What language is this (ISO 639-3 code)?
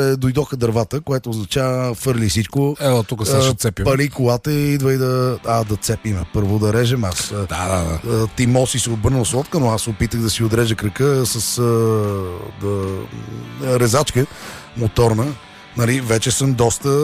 bul